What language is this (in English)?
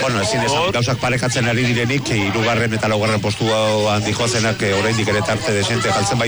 Basque